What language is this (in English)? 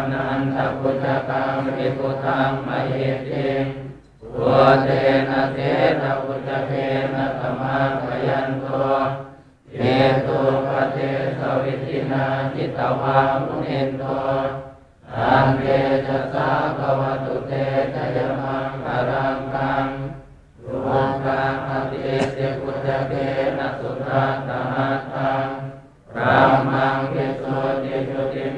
Pali